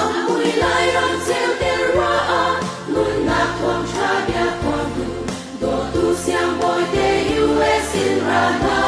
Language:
Hakha Chin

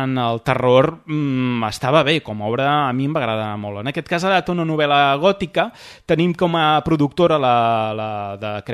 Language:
Catalan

